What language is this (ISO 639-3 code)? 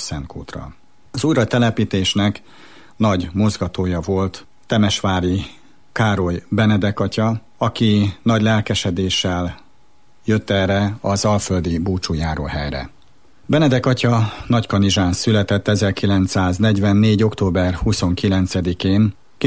hun